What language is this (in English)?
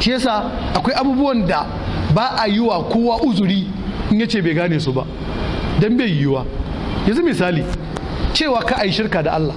Hausa